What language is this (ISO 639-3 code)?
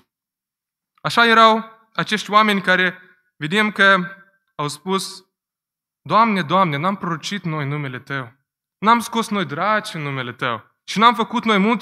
ron